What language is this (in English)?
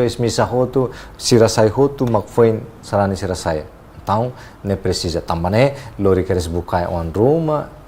Tetum